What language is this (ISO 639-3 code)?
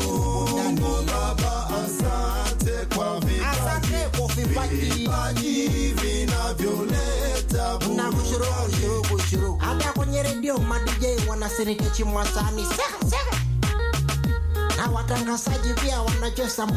swa